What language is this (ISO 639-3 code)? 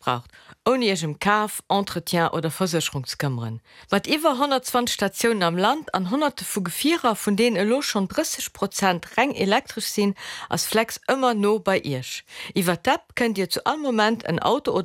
ltz